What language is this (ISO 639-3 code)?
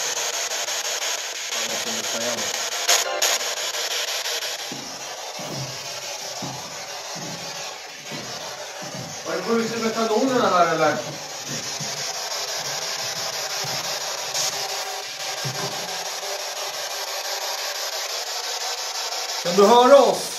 swe